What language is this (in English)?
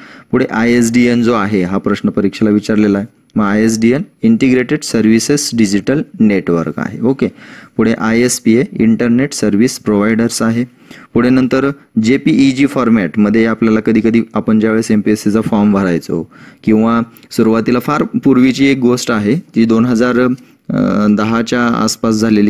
Marathi